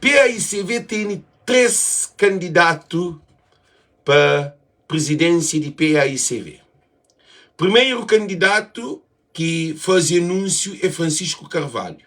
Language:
Kabuverdianu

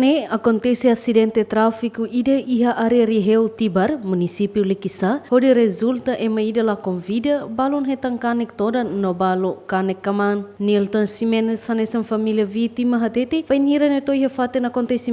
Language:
Tetum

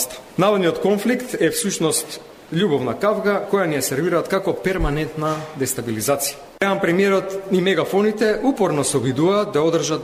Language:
Macedonian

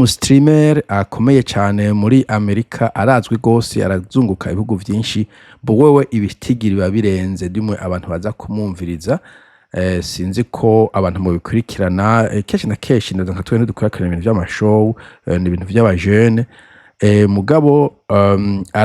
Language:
Rundi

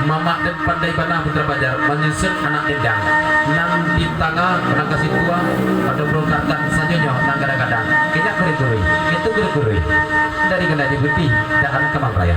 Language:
Minangkabau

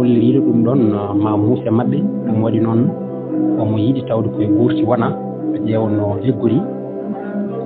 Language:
Fula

